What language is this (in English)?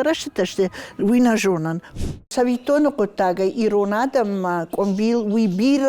Ossetic